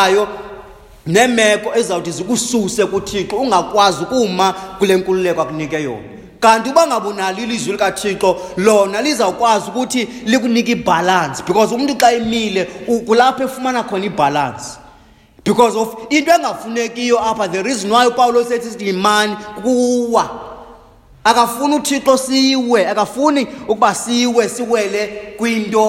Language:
Xhosa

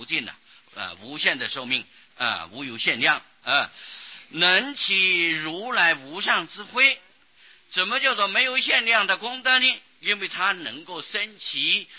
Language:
Chinese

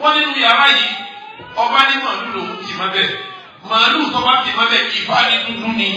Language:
Yoruba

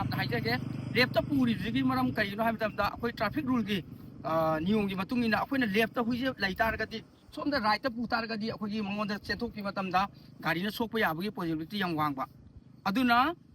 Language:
Manipuri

